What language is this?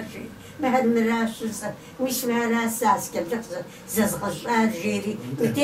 Kabardian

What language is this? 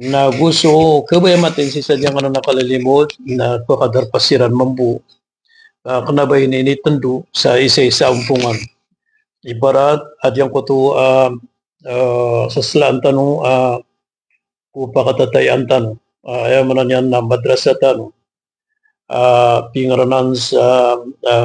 Maranao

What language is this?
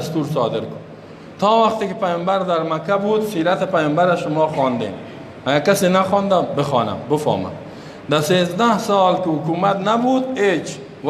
Persian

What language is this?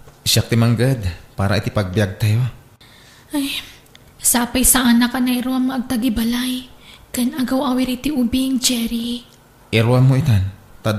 Iloko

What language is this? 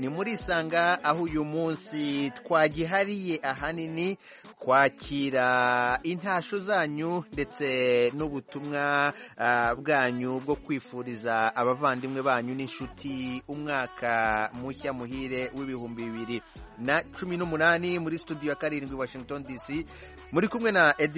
Kinyarwanda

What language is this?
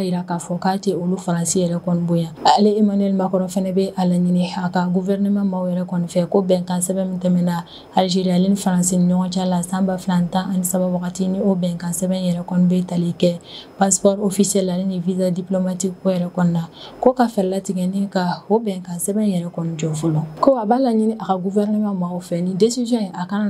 Bambara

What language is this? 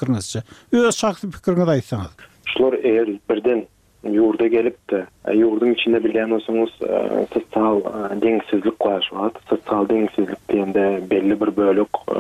Turkmen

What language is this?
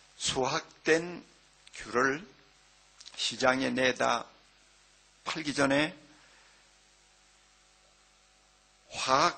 Korean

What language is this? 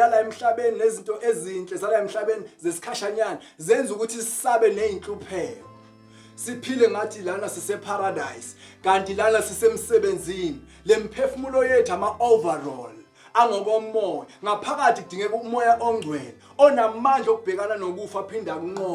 Zulu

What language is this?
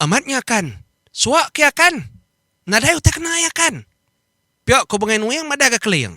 Iban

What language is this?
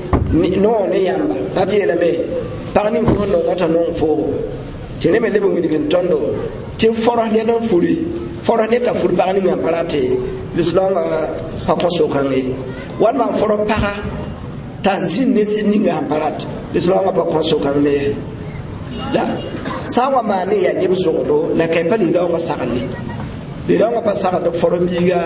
Mossi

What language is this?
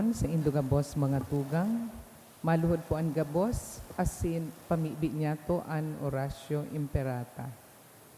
Bikol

